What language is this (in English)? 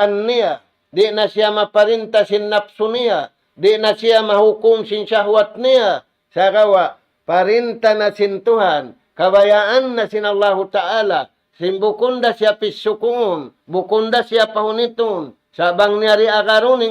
Tausug